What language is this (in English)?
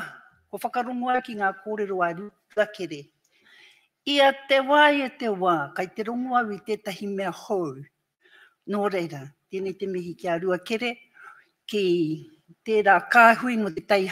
Māori